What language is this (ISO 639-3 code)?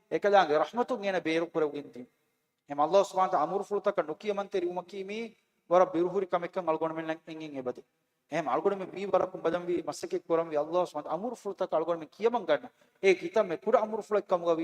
div